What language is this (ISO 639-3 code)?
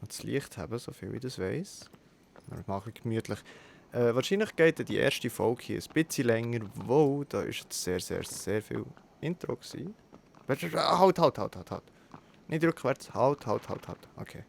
gsw